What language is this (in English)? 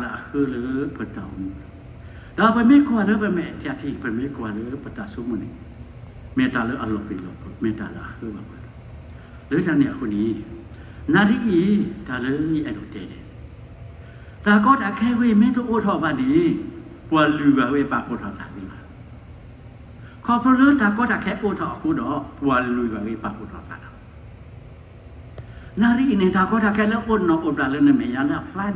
S'gaw Karen